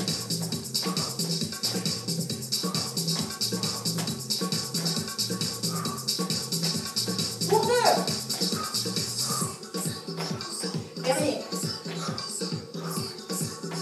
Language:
French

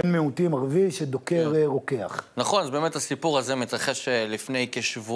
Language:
Hebrew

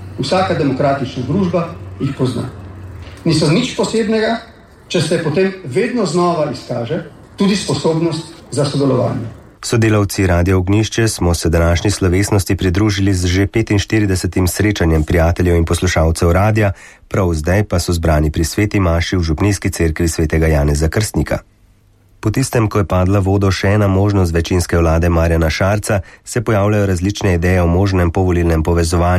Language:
Slovenian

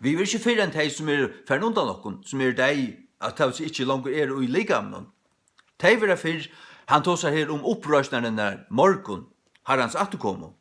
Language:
Faroese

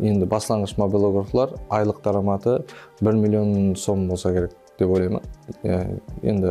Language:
Kara-Kalpak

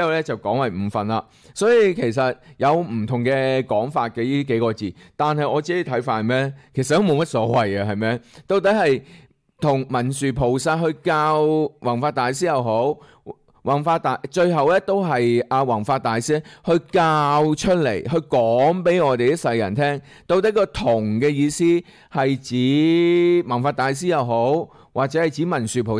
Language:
Cantonese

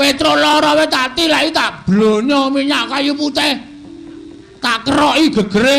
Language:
Javanese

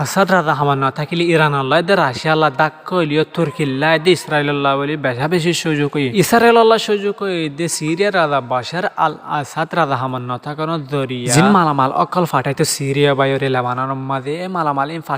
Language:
Rohingya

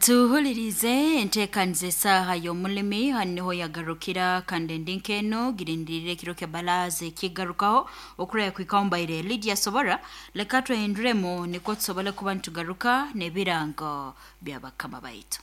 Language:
Nyankole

